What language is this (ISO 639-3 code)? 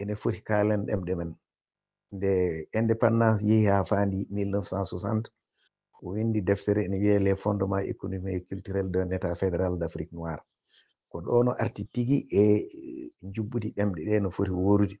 ful